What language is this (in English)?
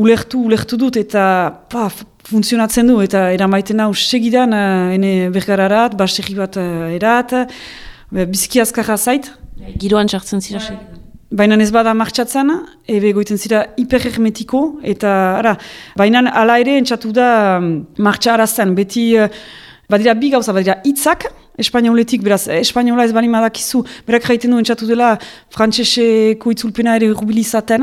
Basque